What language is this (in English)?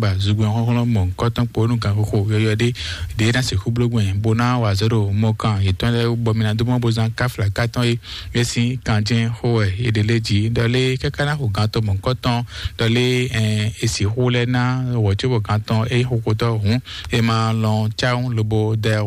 Fon